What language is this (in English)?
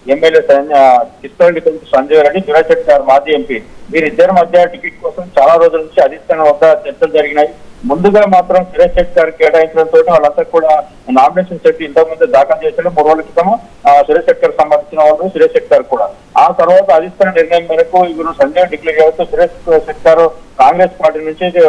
Telugu